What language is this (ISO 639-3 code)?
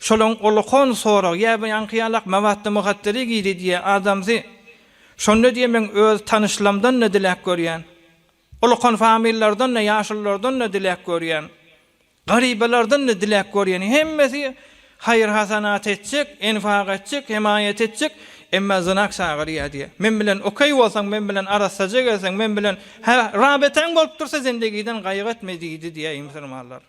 tuk